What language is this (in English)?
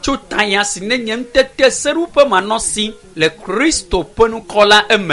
Ewe